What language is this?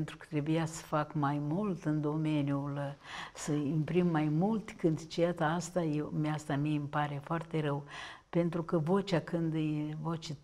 Romanian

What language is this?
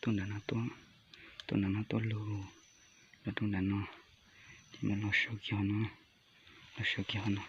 Hmong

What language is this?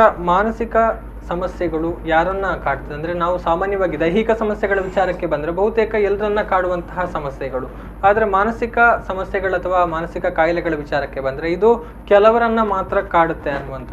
Kannada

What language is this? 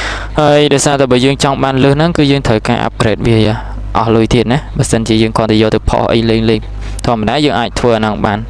Khmer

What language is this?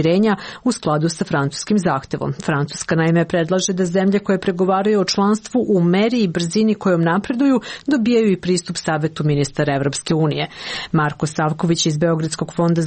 Serbian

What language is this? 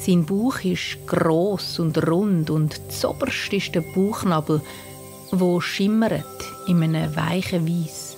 Swiss German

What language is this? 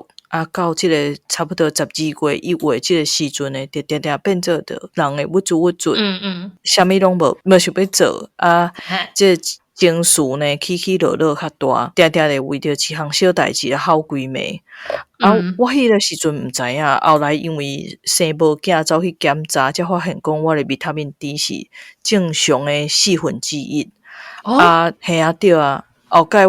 Min Nan Chinese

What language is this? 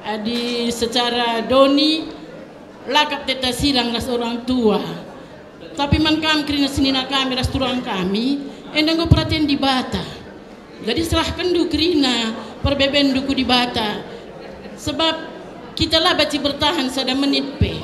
Batak Karo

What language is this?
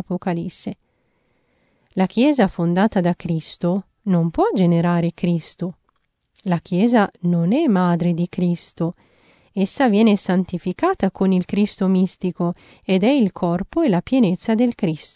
Italian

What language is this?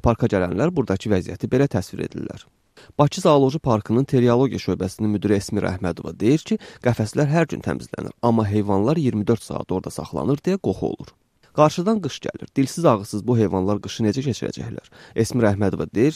Azerbaijani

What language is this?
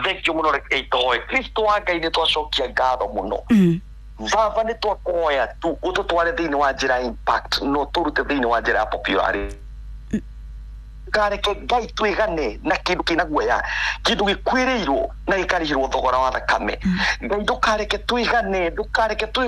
Kikuyu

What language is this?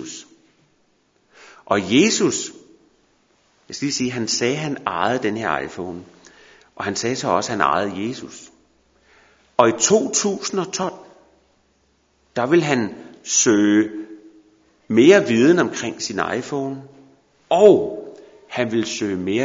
Danish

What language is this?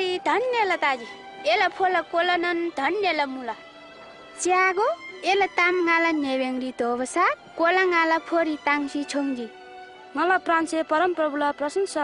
Eastern Tamang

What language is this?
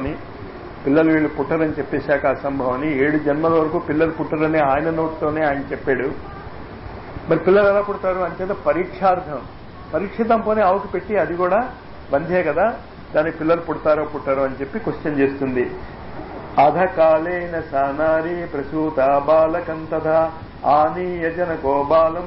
Telugu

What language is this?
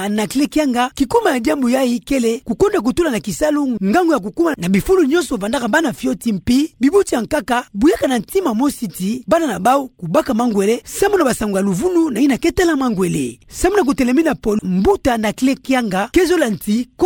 Kituba (Democratic Republic of Congo)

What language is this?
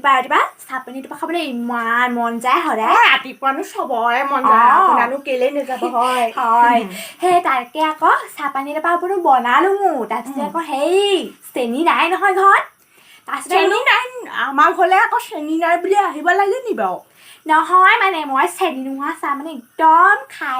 Assamese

